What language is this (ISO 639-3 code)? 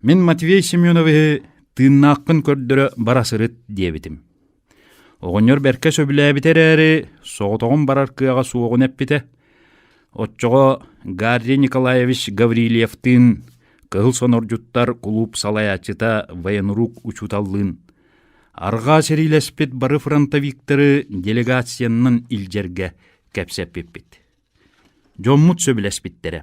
sah